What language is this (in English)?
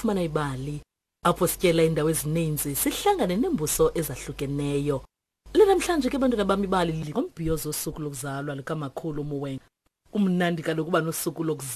Xhosa